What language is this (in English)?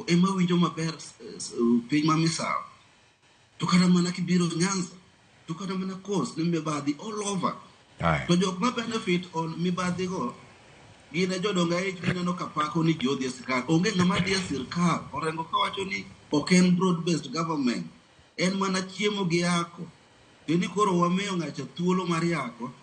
Luo (Kenya and Tanzania)